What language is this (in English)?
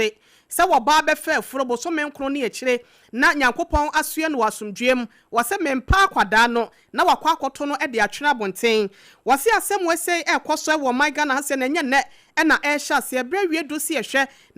Akan